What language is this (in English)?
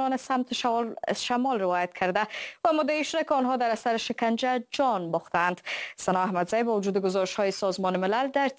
Persian